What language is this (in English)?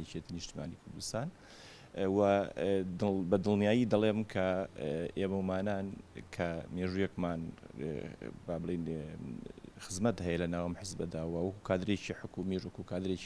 Central Kurdish